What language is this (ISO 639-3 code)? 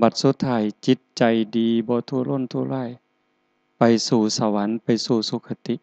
tts